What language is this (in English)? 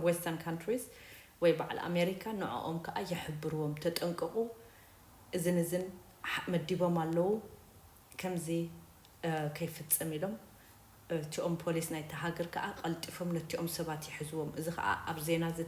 Tigrinya